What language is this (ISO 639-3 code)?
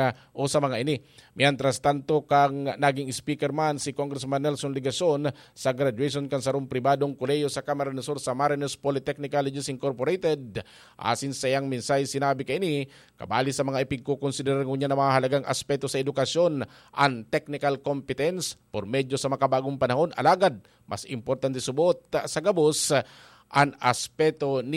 bik